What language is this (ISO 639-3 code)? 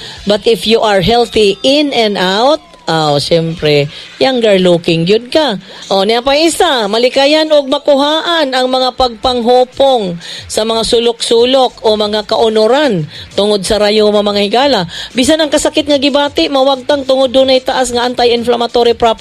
ceb